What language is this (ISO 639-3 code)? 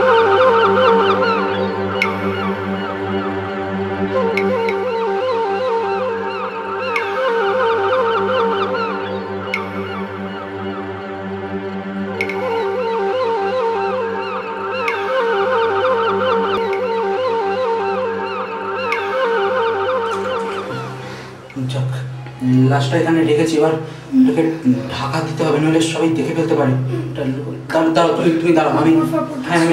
ben